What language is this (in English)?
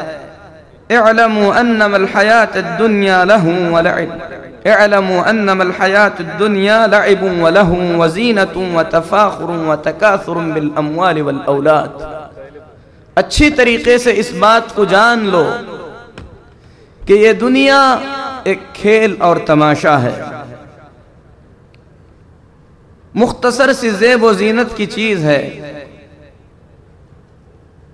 Urdu